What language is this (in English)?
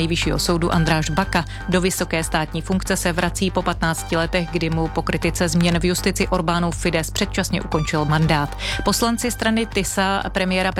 Czech